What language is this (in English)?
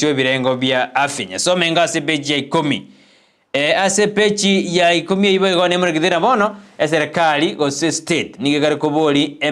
Gusii